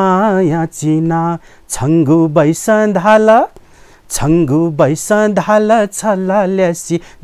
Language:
Newari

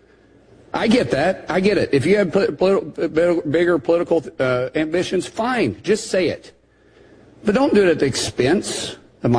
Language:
English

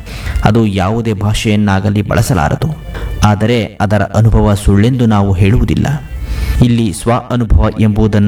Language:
Kannada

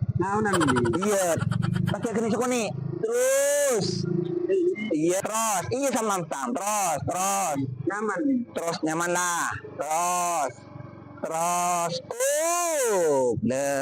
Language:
Madurese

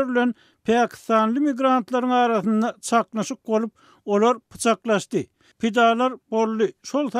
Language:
Turkmen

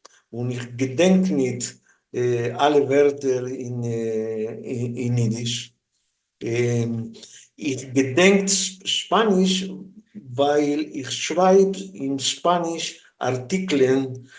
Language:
Yiddish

